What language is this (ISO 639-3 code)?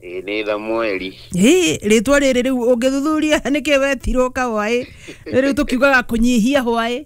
kik